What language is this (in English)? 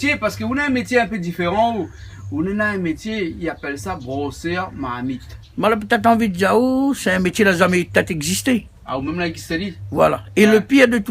Réunion Creole French